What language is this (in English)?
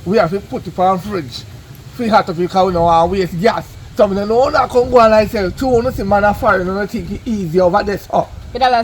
Jamaican Creole English